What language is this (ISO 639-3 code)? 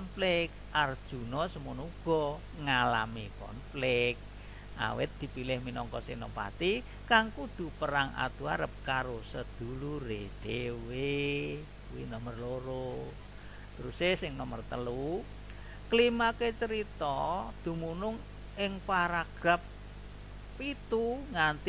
jav